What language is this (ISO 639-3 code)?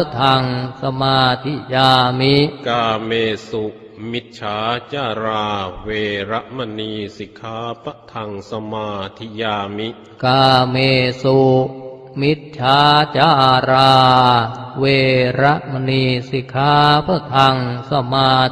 pli